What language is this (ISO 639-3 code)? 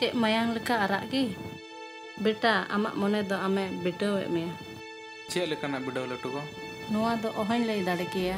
sat